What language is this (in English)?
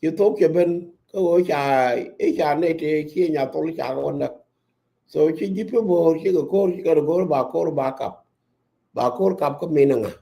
Nuer